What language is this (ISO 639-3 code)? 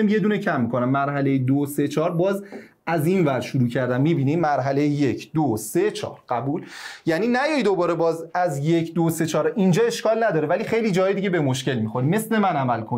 fas